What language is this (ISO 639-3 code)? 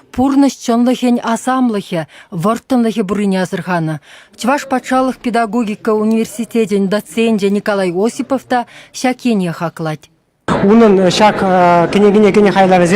chv